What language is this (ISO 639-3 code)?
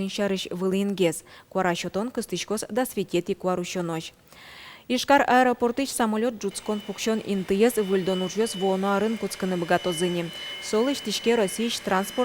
udm